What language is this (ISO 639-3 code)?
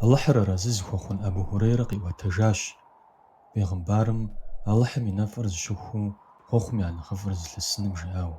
kbd